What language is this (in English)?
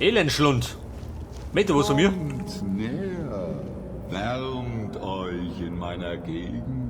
Bavarian